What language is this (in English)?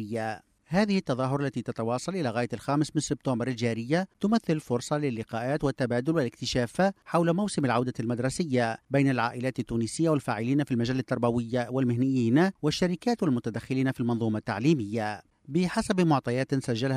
Tunisian Arabic